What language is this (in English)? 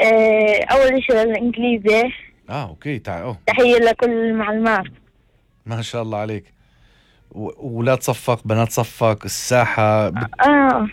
North Levantine Arabic